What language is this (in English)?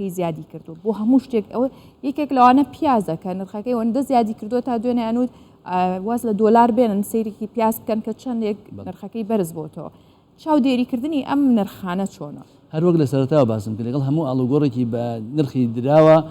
Central Kurdish